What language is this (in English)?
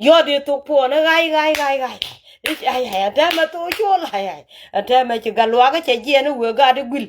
Nuer